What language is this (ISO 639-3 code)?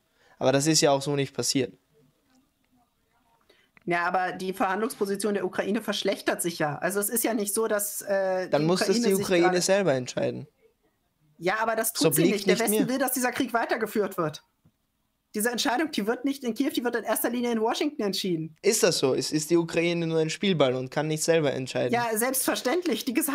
deu